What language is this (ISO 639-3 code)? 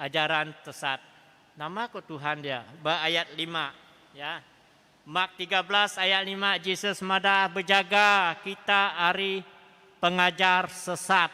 iba